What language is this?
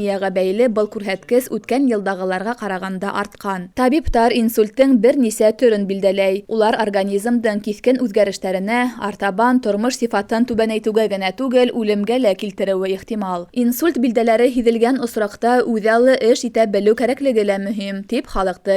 Bashkir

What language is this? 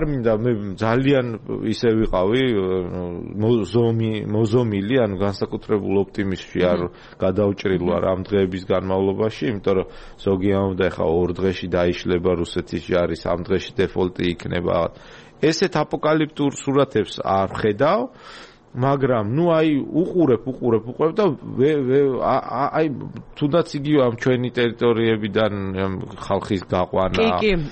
Georgian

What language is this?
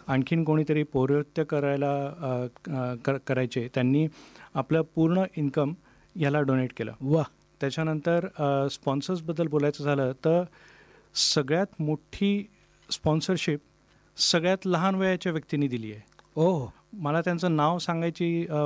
Marathi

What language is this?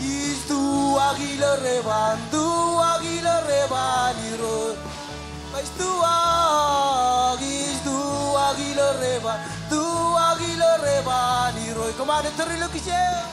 Marshallese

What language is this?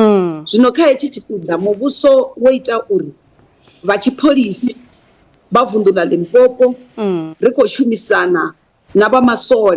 Venda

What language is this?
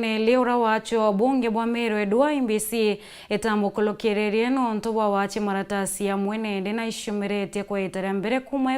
Meru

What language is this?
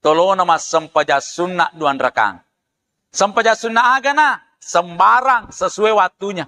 Buginese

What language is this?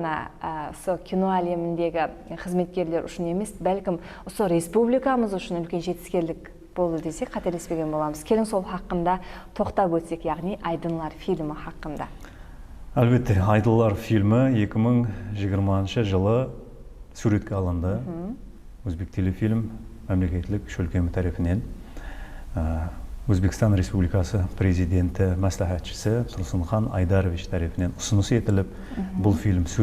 Kara-Kalpak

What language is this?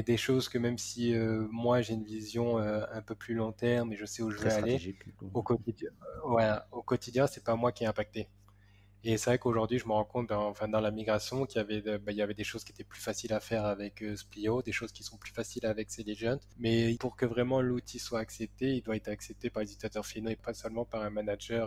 French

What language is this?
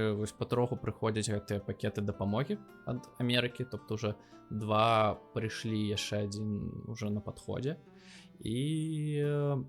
Belarusian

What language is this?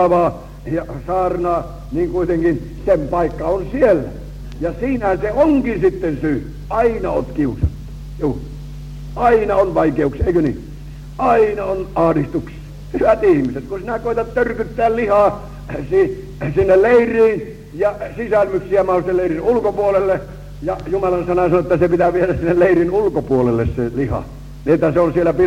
Finnish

